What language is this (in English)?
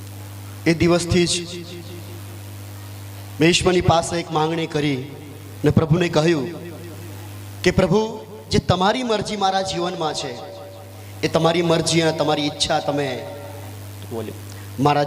Gujarati